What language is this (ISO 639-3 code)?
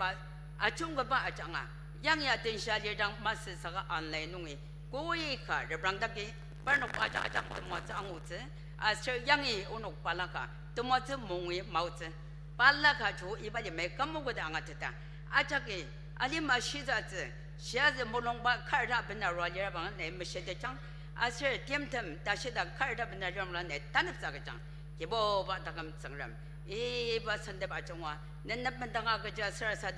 njo